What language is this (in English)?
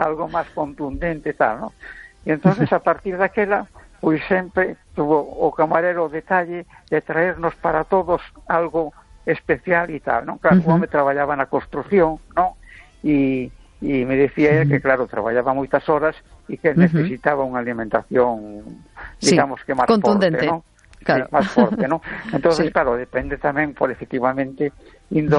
Galician